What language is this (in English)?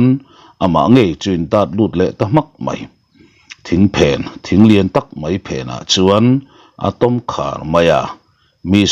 Mizo